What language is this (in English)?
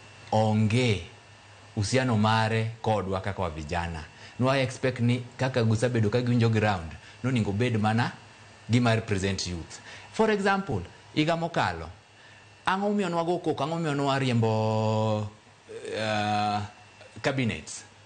Luo (Kenya and Tanzania)